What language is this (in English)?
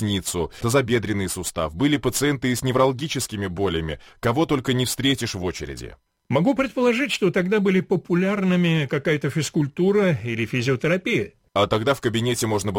Russian